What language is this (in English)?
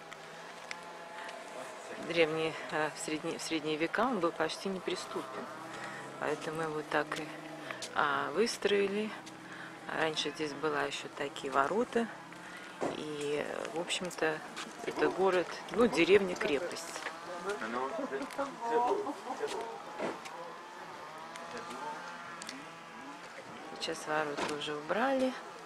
Russian